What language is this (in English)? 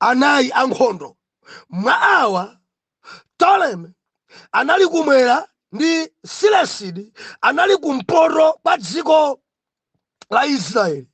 Nyanja